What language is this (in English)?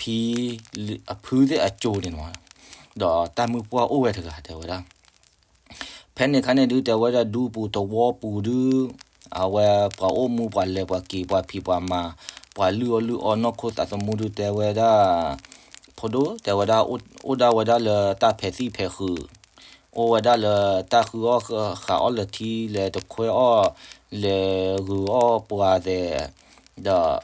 S'gaw Karen